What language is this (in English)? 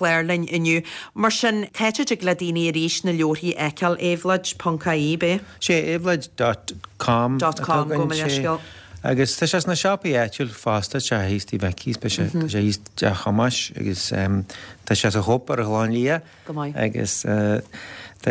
Irish